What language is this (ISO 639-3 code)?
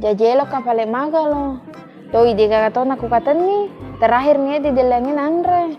bug